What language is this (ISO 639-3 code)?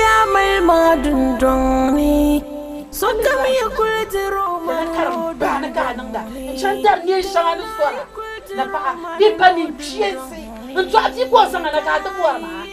dag